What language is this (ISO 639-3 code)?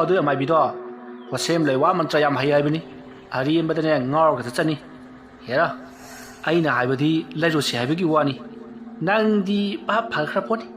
mni